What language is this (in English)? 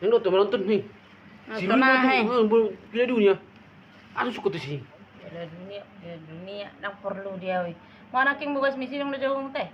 Batak Toba